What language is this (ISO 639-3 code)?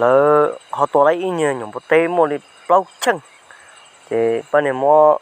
hmn